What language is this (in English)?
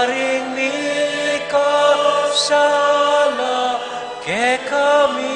Pampanga